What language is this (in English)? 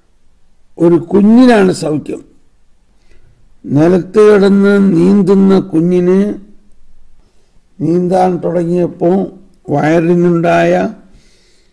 Malayalam